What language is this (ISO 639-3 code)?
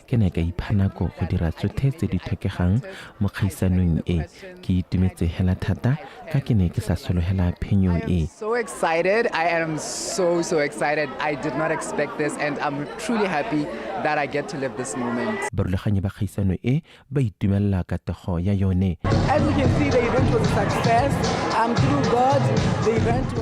tsn